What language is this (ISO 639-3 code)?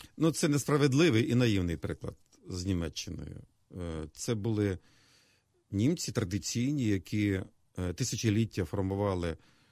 ukr